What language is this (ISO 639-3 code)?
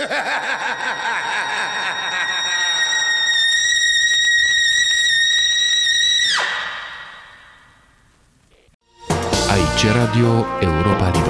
ron